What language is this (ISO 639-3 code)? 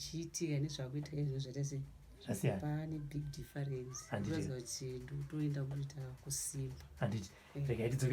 sna